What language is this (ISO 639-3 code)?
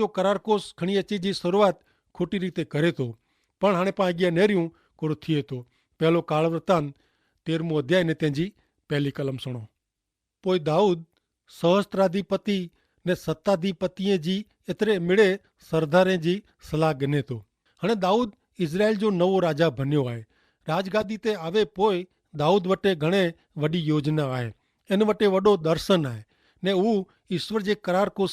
kfr